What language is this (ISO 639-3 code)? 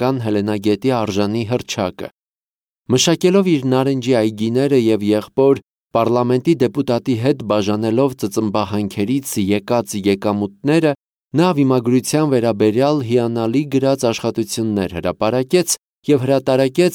hye